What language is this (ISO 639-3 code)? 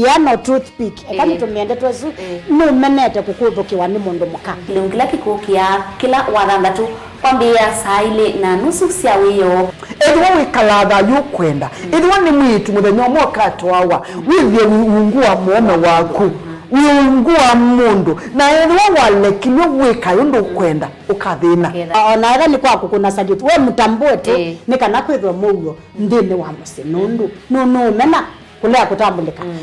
kam